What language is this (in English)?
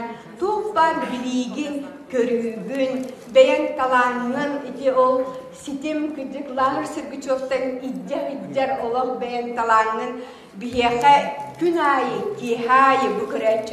Yakut